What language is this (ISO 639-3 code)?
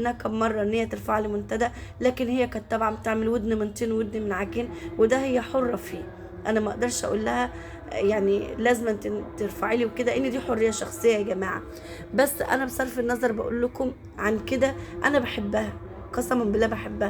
arz